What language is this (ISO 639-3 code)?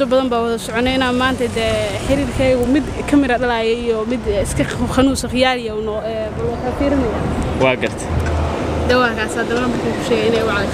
som